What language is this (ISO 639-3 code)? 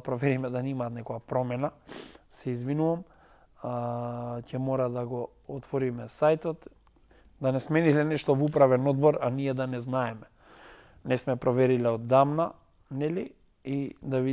mkd